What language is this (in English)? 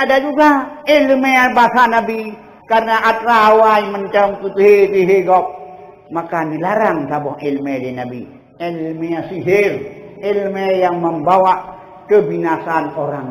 Achinese